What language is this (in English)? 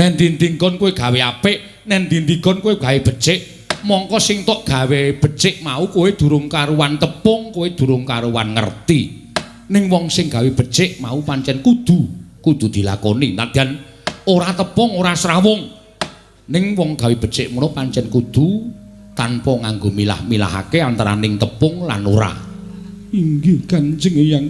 Javanese